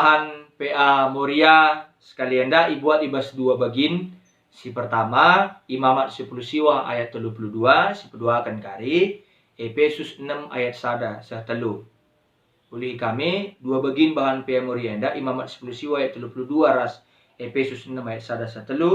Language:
Batak Karo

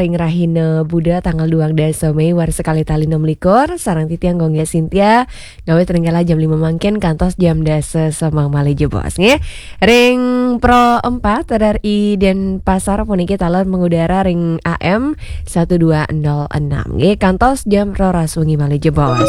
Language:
Balinese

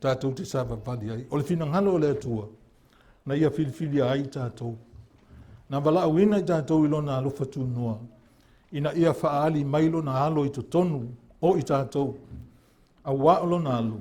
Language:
Samoan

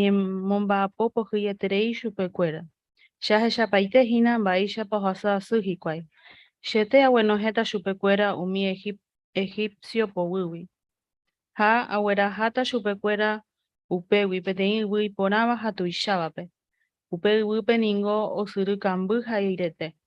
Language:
Guarani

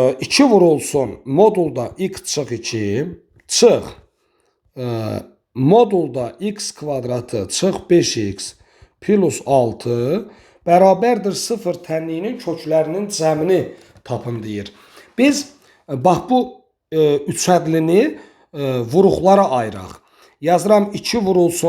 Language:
Azerbaijani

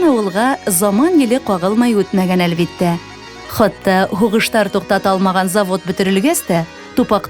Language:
Bashkir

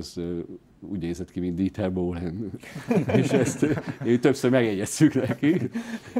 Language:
Hungarian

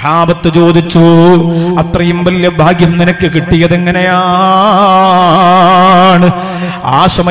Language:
Malayalam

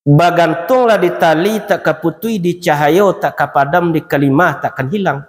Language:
Minangkabau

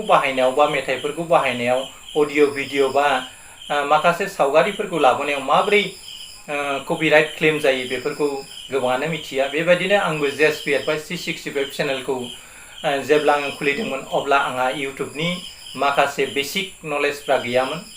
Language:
Bodo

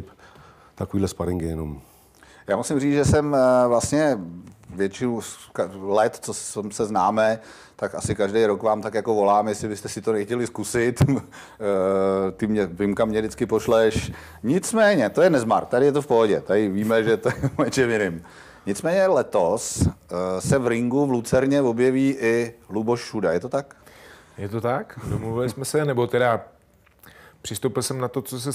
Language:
Czech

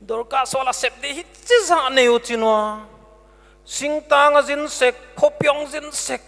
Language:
Paite Chin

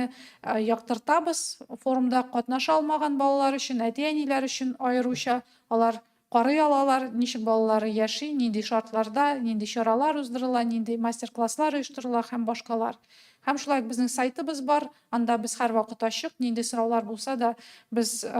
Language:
Tatar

